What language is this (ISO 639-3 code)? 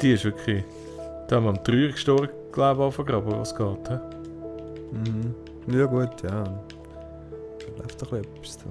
gsw